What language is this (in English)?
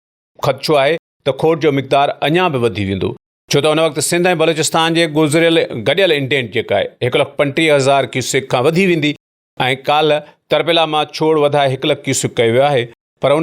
Sindhi